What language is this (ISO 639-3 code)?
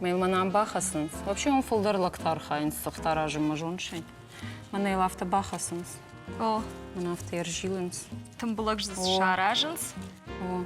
oss